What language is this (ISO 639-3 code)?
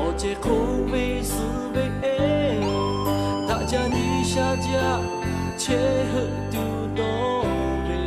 lhu